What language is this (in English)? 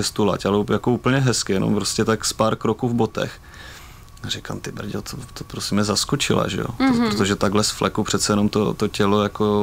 Czech